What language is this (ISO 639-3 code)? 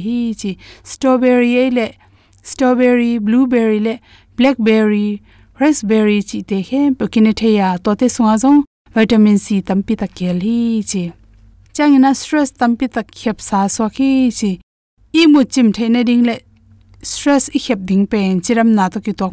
ctd